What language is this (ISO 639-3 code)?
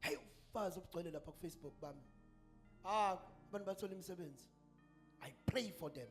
zul